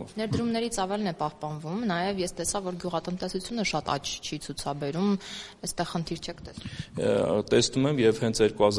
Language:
Armenian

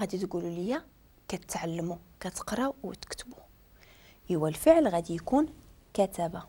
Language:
Moroccan Arabic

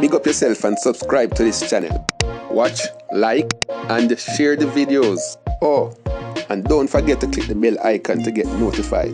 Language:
Jamaican Creole English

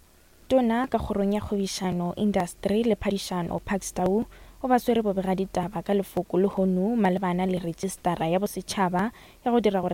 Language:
Northern Sotho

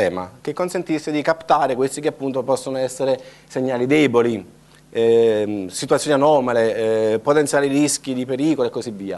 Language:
Italian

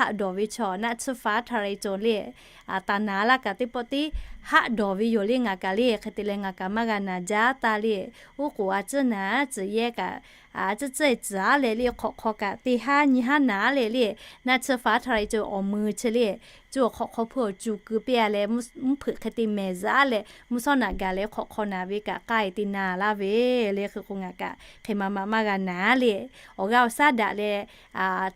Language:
Lahu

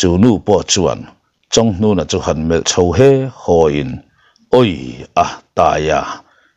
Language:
Mizo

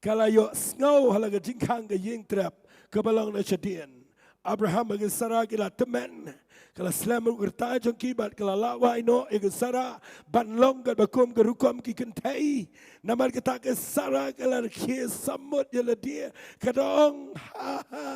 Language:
Khasi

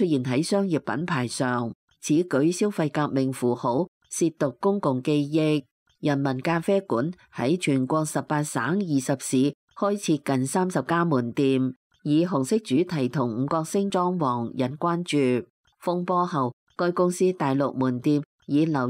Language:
Cantonese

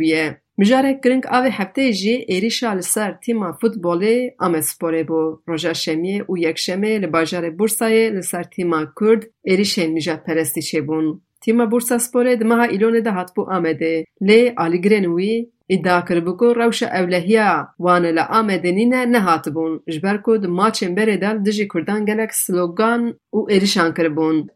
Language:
Kurdish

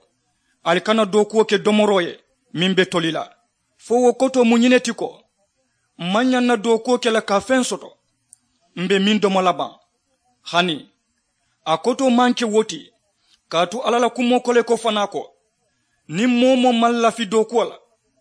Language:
Mandingo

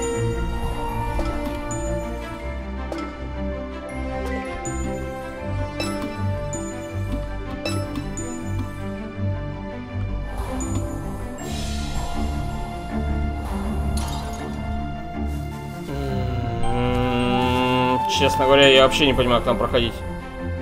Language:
Russian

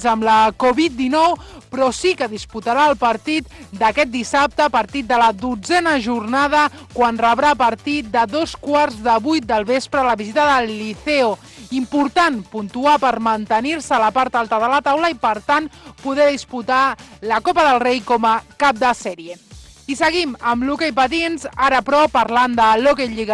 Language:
Catalan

